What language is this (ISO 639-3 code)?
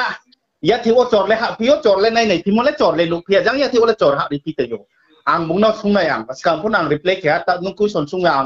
ria